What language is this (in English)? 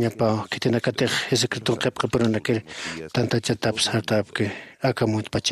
Aymara